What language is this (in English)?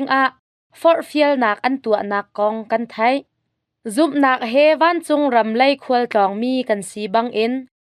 Hakha Chin